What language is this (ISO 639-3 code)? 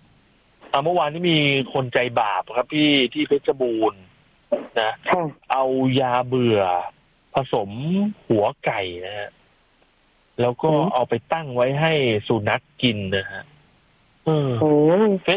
tha